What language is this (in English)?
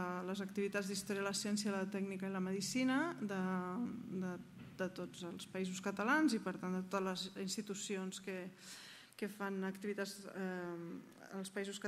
Catalan